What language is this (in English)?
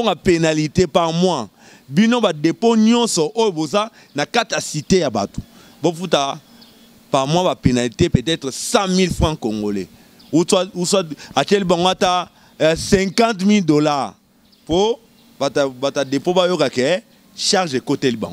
Lingala